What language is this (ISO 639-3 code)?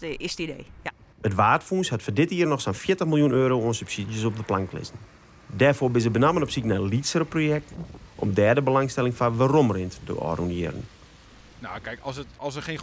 fry